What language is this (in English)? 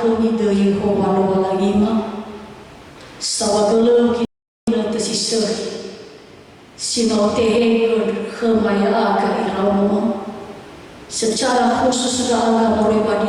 Nias